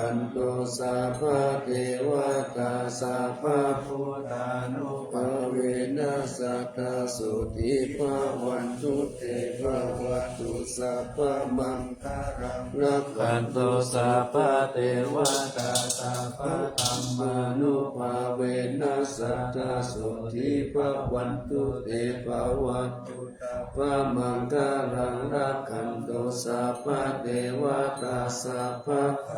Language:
Pali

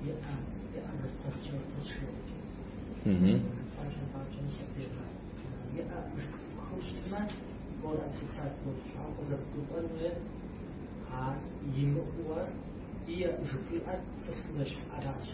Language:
Kabardian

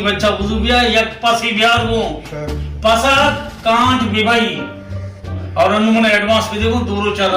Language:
Baluchi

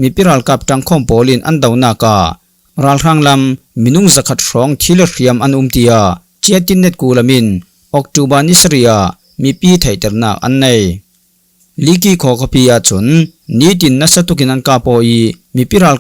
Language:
Falam Chin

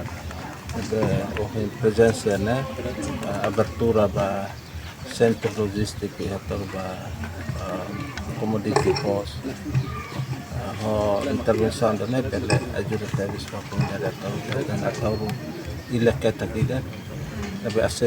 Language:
Tetum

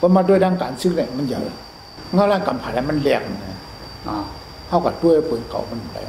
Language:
Shan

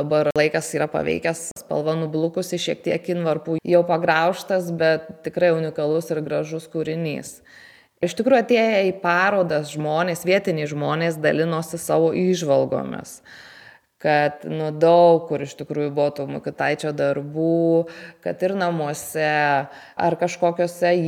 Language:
Lithuanian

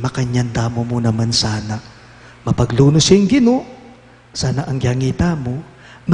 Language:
Pampanga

